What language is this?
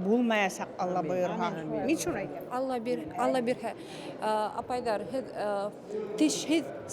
Bashkir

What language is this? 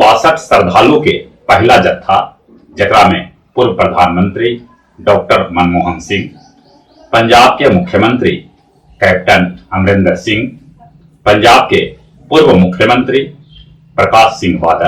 Magahi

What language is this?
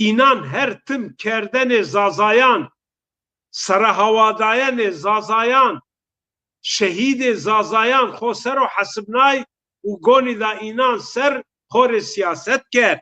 Zaza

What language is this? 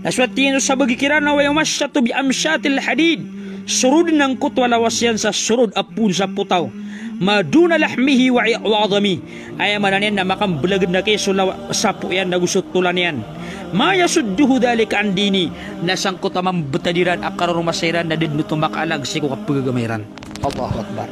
Maranao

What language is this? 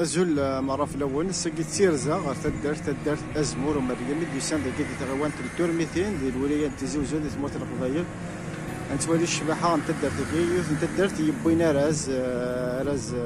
Kabyle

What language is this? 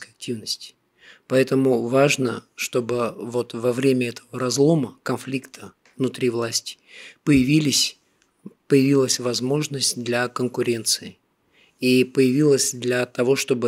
Russian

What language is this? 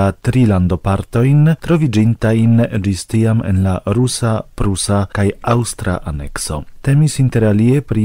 Esperanto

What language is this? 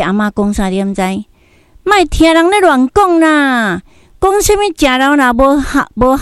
Min Nan Chinese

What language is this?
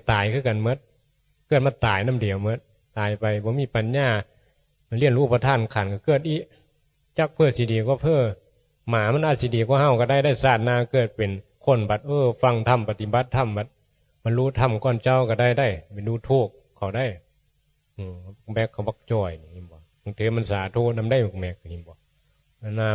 Northeastern Thai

